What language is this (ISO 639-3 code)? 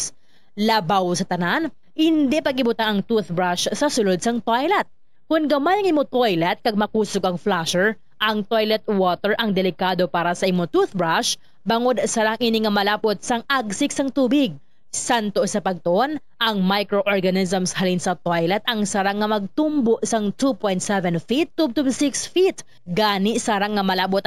hil